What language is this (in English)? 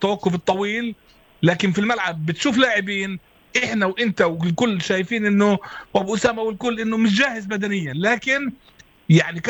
North Levantine Arabic